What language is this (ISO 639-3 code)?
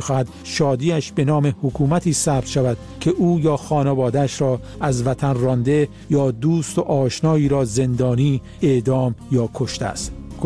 fas